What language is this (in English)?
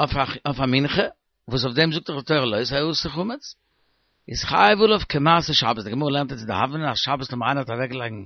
Yiddish